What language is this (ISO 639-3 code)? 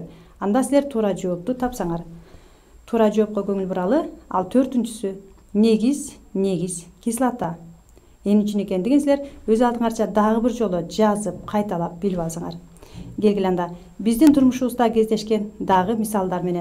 kir